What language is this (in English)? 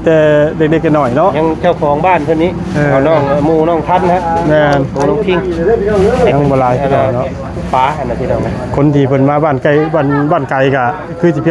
Lao